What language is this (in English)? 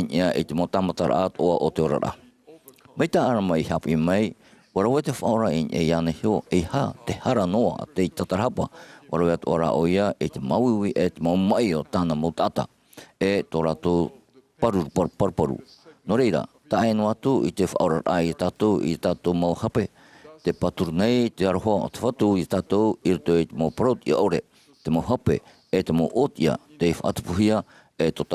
Tahitian